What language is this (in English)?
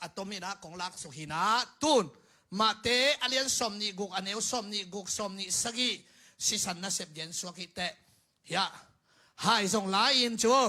Tedim Chin